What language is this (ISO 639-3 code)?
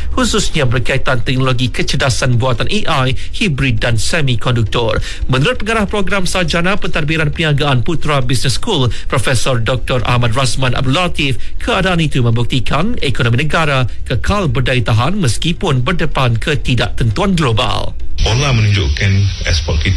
msa